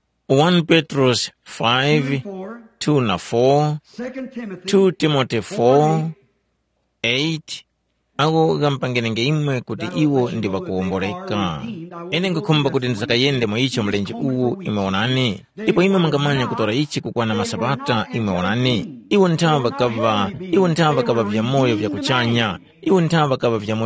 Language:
Tumbuka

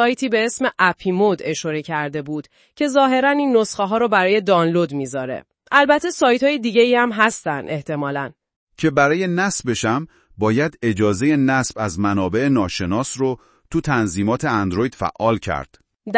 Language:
Persian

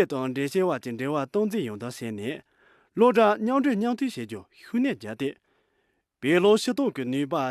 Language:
Khams Tibetan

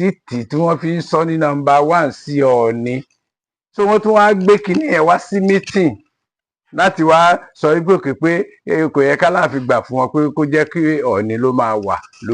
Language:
Yoruba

